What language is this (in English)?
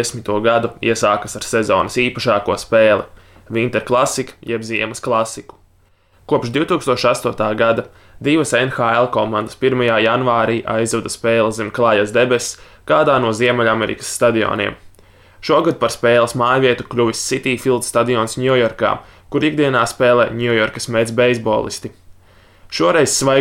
Latvian